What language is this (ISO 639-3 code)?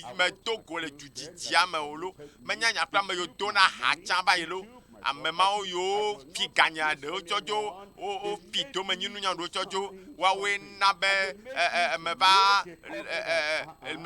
ewe